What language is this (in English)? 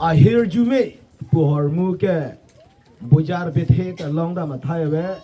Karbi